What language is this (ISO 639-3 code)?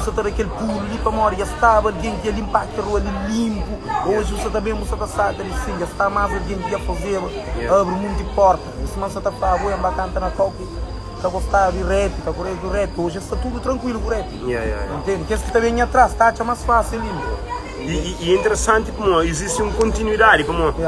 kea